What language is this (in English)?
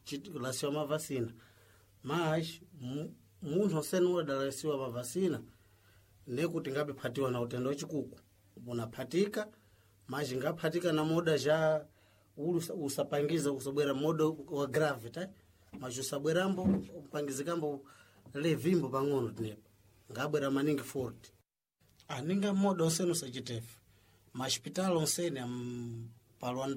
Sena